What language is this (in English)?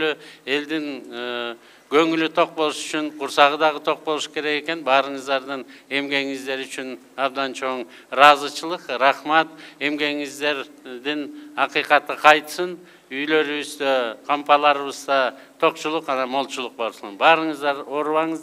Kyrgyz